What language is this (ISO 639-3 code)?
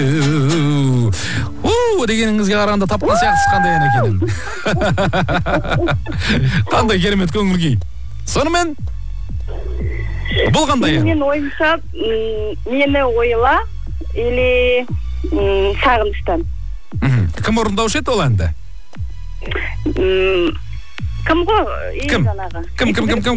kaz